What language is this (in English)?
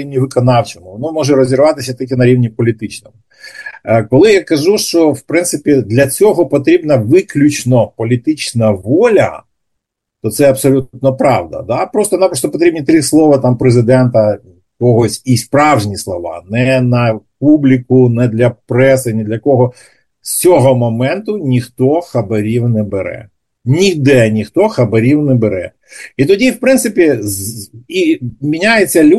Ukrainian